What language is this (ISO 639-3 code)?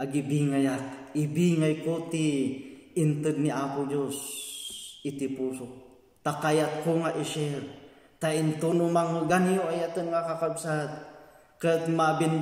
ilo